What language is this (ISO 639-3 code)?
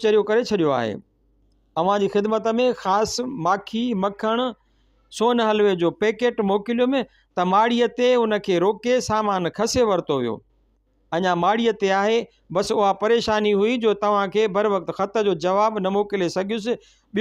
snd